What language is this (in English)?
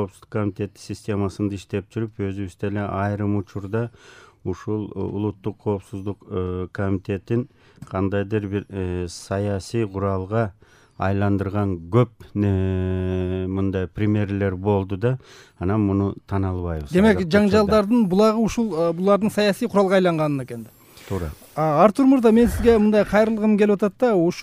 Kyrgyz